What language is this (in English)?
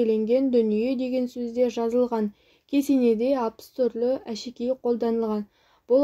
Kazakh